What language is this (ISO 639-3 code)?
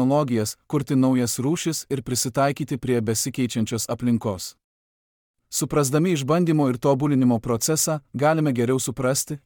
lit